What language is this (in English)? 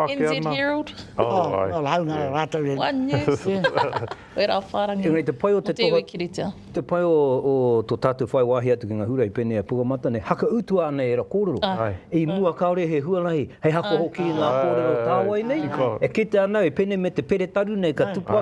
Māori